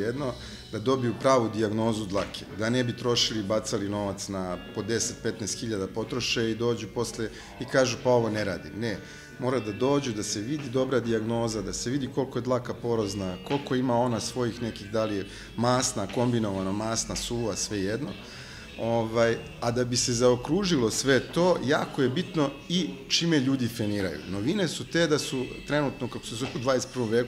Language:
Serbian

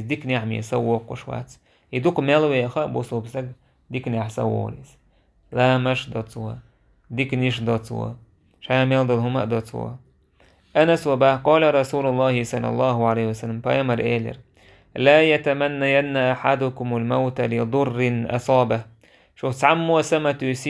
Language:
Chechen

